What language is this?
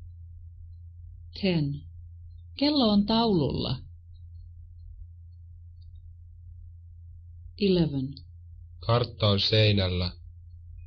Finnish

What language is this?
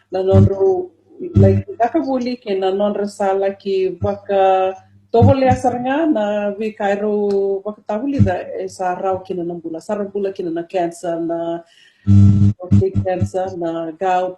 Fijian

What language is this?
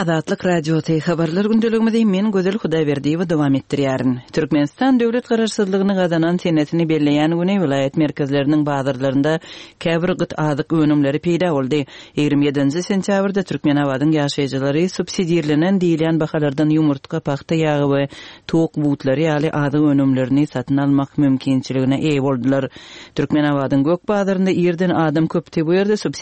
Turkmen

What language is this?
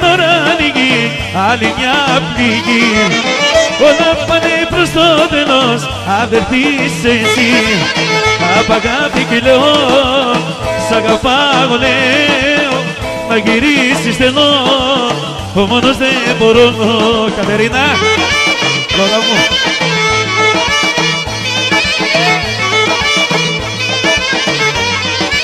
Greek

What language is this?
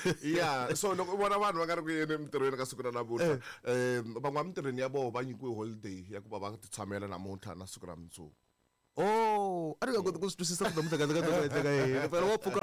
Tsonga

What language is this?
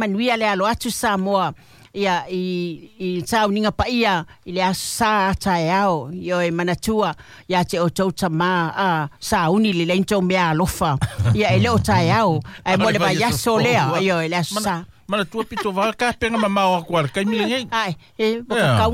Samoan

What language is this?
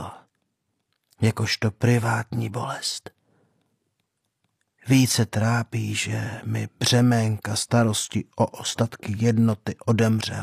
Czech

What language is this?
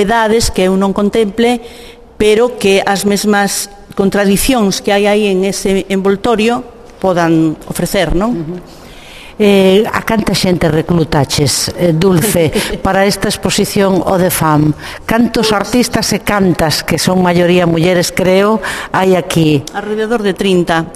Galician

